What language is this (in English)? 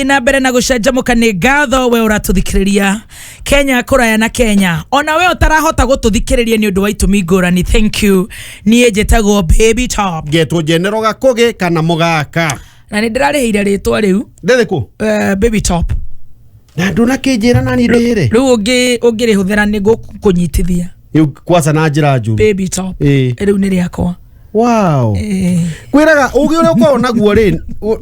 Kikuyu